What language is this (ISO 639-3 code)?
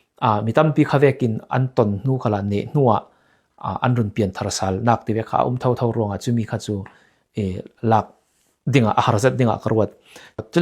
cfm